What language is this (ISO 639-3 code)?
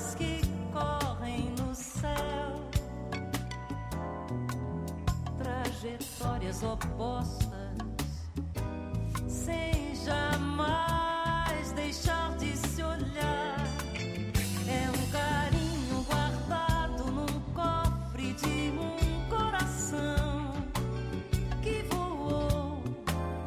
por